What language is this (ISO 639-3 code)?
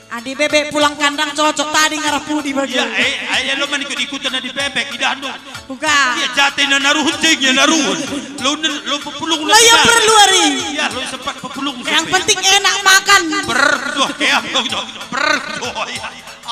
btx